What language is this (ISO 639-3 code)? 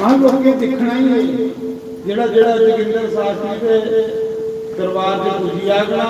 doi